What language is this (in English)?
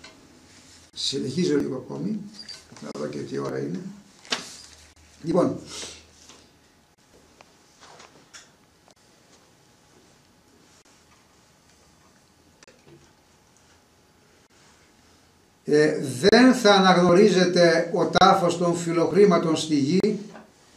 Greek